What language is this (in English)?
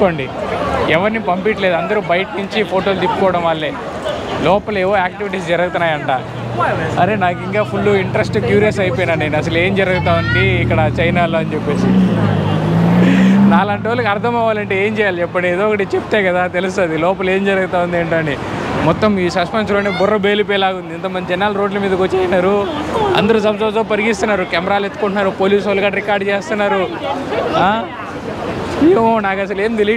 Telugu